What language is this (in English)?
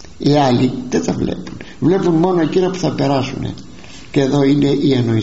Greek